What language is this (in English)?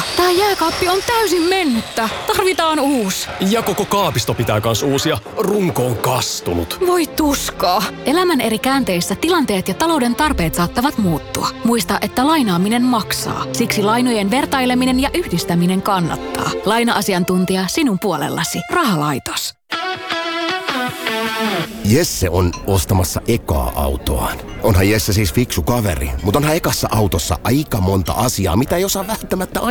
Finnish